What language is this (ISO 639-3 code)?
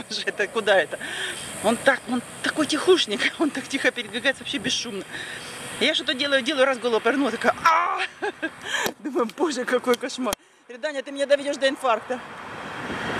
rus